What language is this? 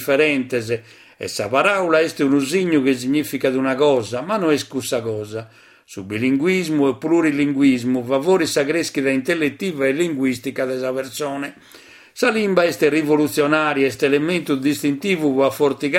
Sardinian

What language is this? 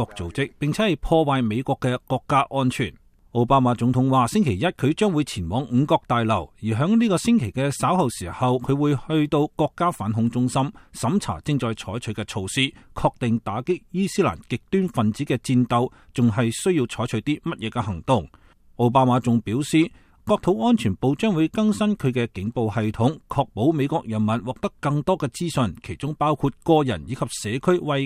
Cantonese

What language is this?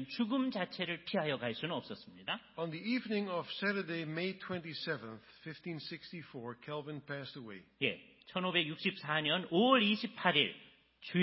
Korean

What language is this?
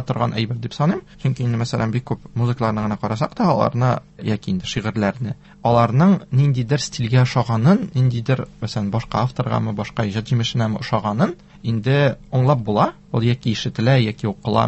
Tatar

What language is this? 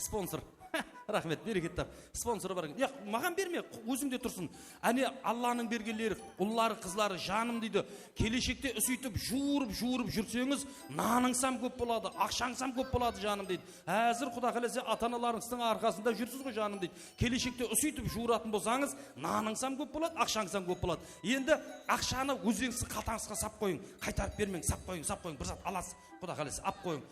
Kara-Kalpak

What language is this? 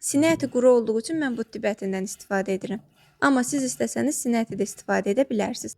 Azerbaijani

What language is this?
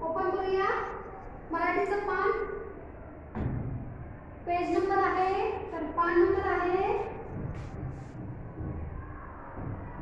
Marathi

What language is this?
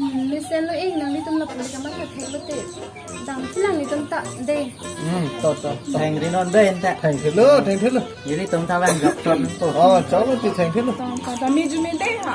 Karbi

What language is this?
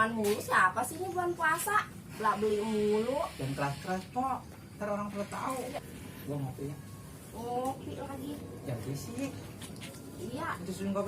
Betawi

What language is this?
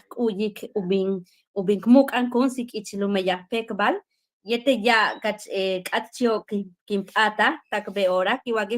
Yucateco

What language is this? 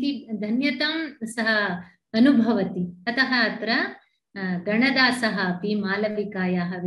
Sanskrit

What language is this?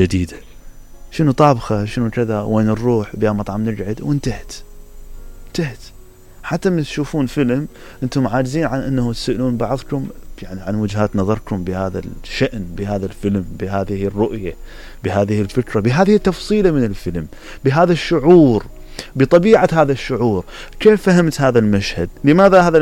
Mesopotamian Arabic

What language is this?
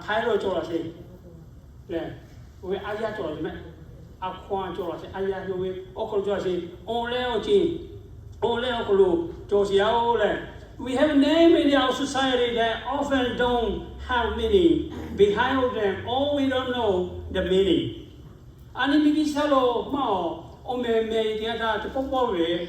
Lahu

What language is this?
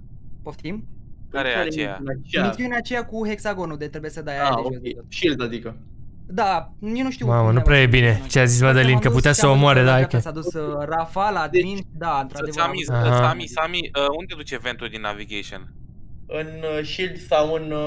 Romanian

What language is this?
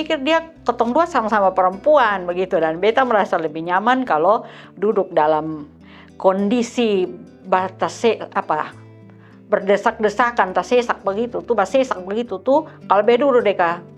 Kupang Malay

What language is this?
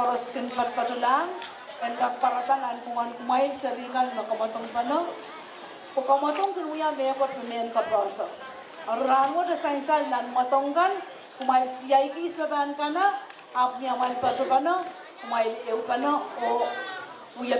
Pohnpeian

